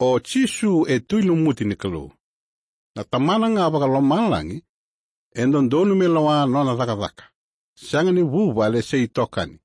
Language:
Fijian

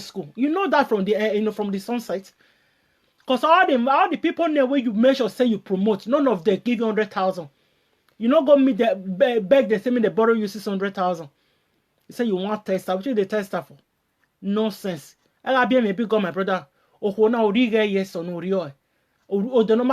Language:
Nigerian Pidgin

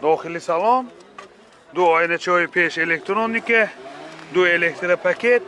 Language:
Tajik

